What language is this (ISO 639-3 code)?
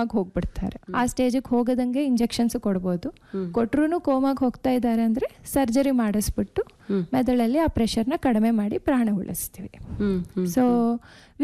kan